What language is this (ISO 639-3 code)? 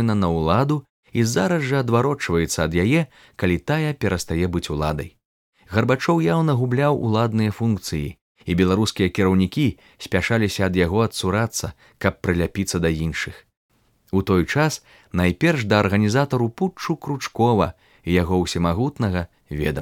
bel